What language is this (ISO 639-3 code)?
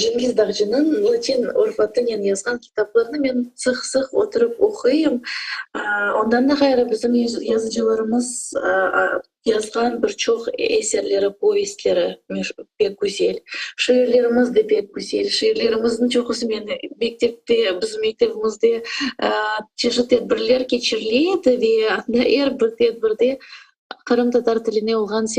crh